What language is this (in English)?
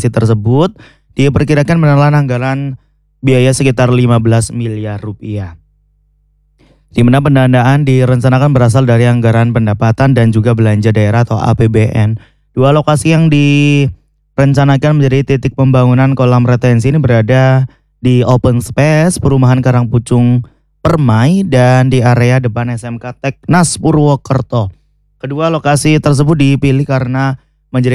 Indonesian